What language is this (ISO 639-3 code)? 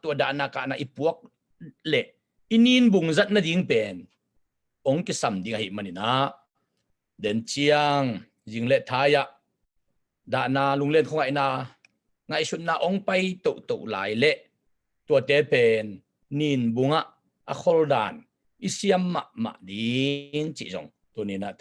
ctd